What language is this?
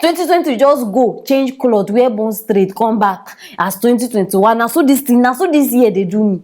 Nigerian Pidgin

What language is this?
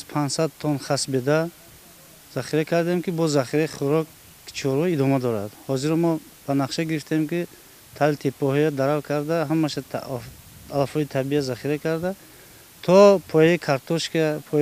Tajik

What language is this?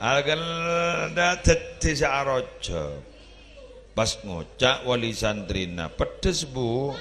Madurese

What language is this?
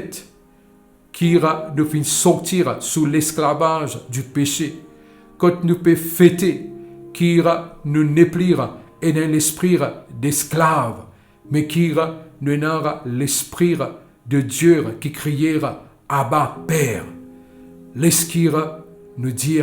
Morisyen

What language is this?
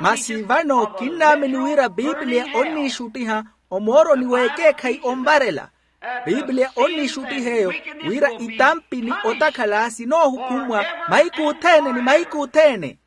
Makhuwa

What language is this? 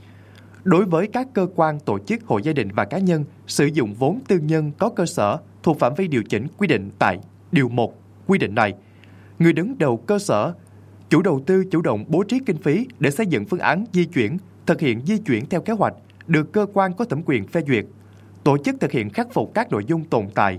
Vietnamese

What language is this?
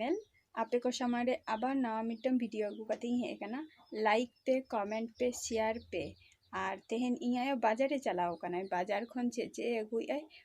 Santali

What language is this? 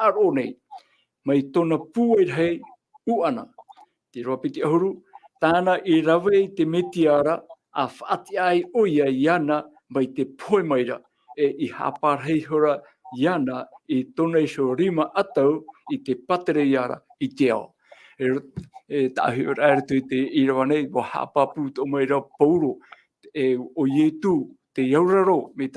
Tahitian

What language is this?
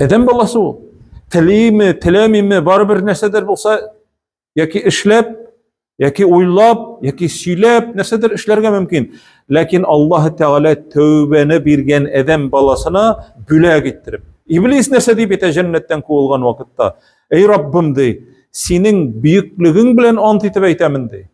Tatar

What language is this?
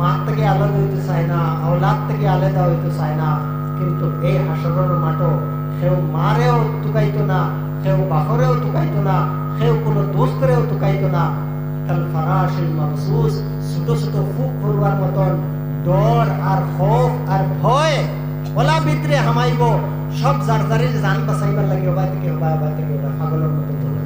Sylheti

